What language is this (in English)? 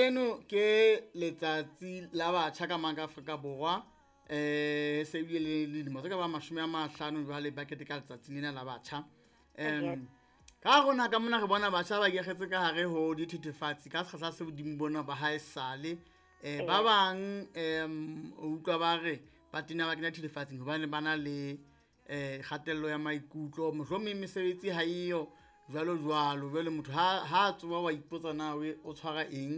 Southern Sotho